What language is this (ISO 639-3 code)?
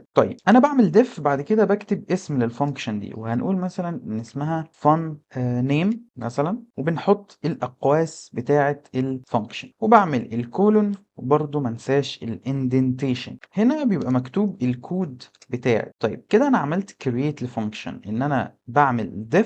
arz